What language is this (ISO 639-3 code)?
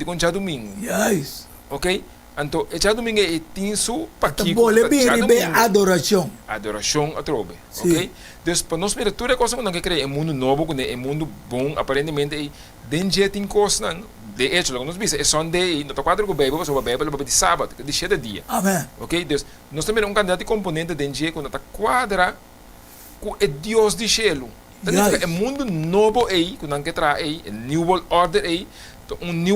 pap